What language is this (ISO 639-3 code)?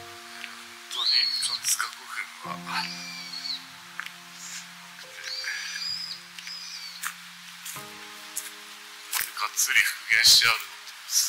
jpn